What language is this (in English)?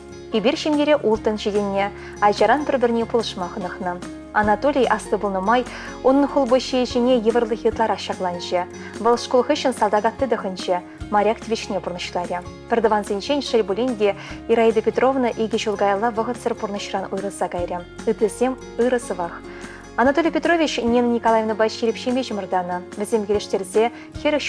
Chuvash